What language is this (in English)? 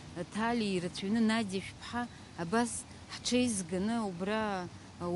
Abkhazian